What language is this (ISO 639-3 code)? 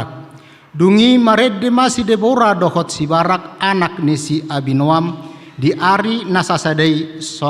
bbc